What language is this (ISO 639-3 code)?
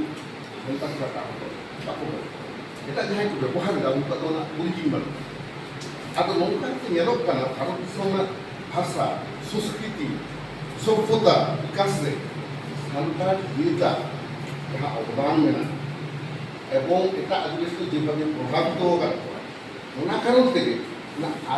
sat